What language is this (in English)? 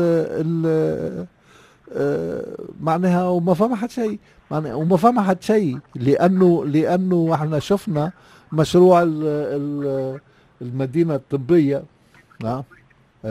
Tunisian Arabic